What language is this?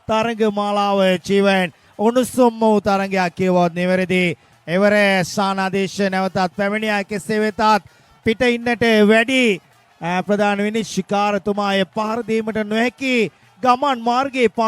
Sinhala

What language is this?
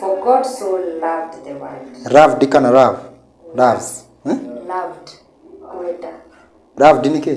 Kikuyu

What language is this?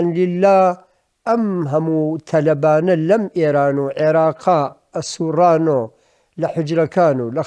Central Kurdish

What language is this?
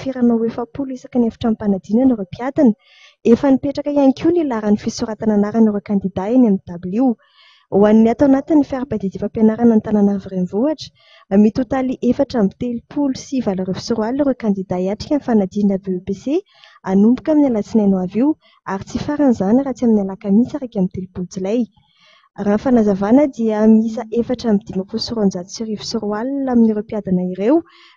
Malagasy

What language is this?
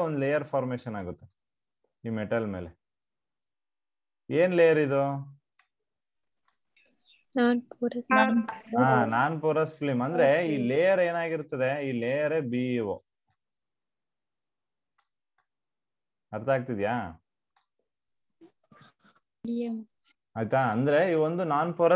Kannada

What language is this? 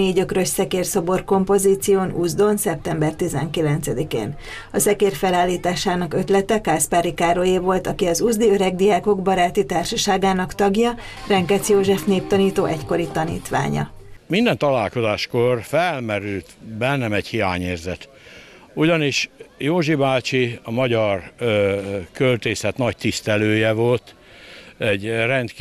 Hungarian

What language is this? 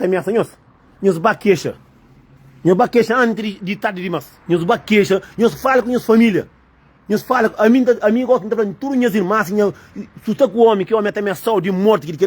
Kabuverdianu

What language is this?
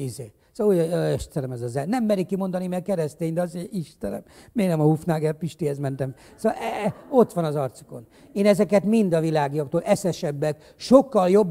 Hungarian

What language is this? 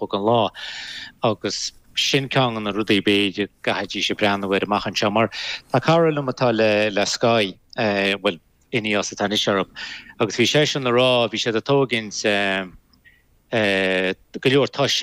Irish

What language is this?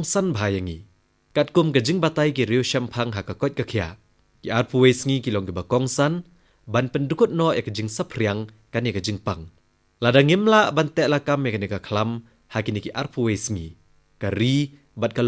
Khasi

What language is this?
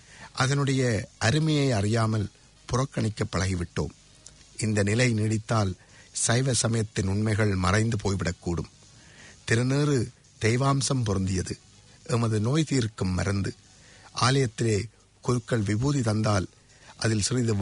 Tamil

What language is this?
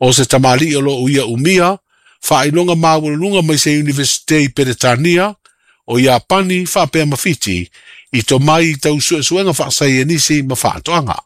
Samoan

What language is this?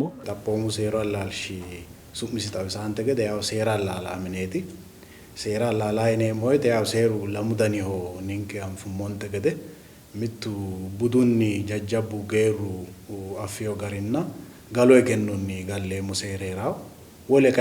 Sidamo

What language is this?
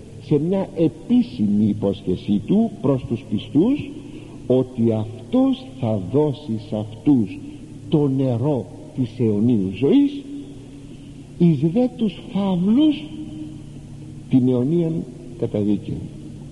Greek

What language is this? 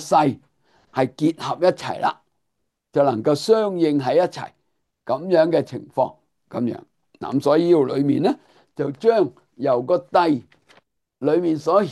Cantonese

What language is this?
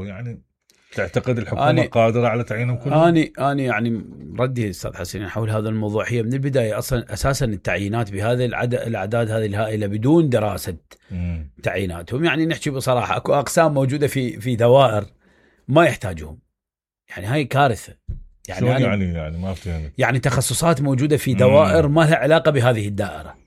Mesopotamian Arabic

